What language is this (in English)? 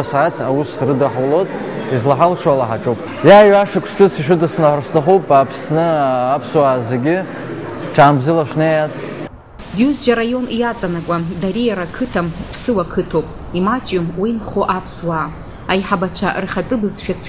Abkhazian